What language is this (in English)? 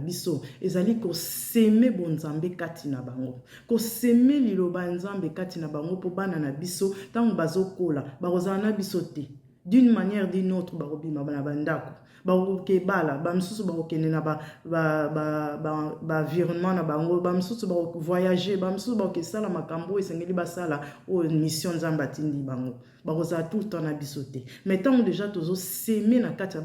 Lingala